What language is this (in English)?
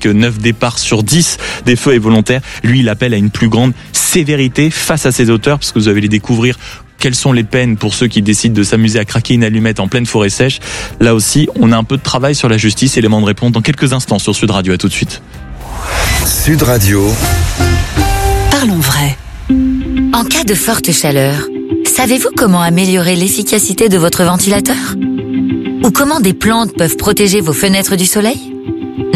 French